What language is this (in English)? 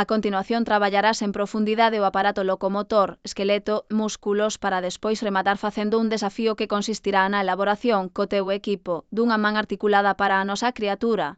Galician